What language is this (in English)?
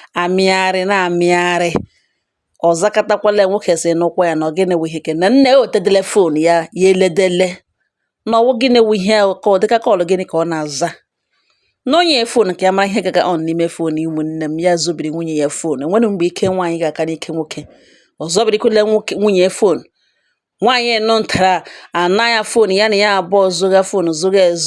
Igbo